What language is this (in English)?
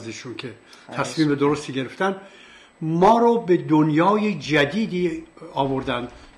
Persian